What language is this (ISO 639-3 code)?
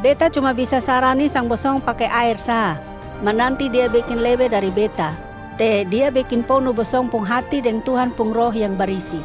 mkn